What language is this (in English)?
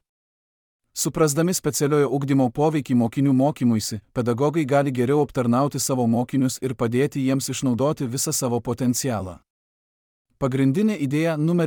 Lithuanian